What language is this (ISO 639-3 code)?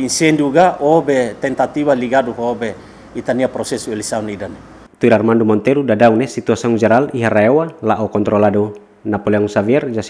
tet